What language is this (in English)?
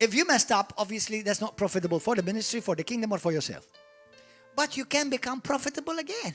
English